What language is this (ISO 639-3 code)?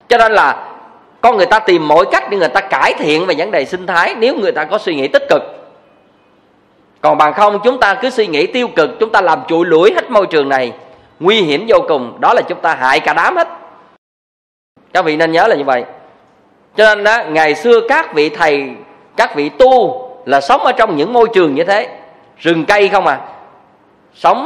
vie